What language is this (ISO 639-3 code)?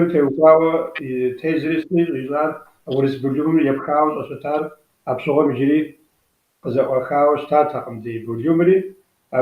kbd